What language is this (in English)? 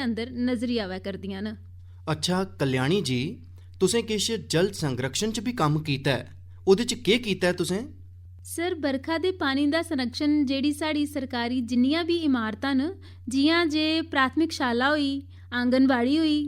Dogri